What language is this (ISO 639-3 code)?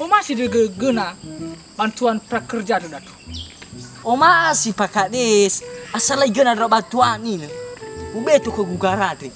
nia